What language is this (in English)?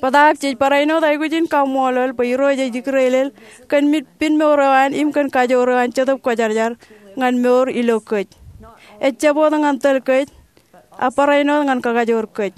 Marshallese